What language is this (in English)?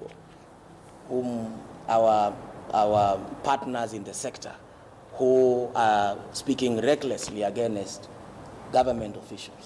Kamba